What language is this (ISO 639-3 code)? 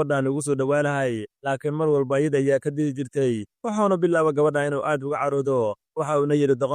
som